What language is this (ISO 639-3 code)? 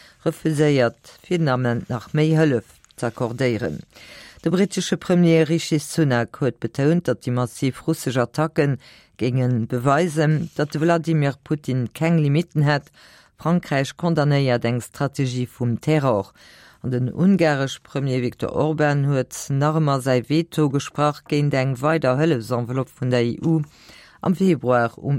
ltz